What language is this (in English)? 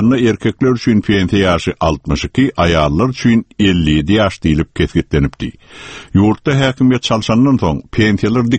Turkmen